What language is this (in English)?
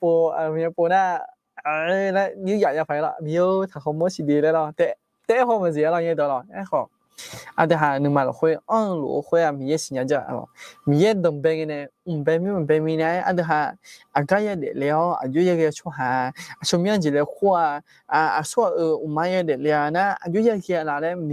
Akha